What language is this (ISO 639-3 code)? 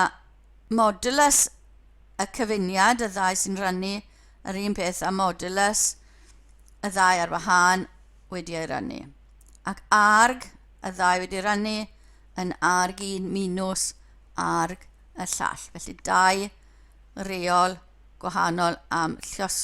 cym